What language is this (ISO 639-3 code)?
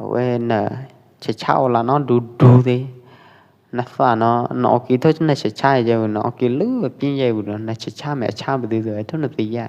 kjp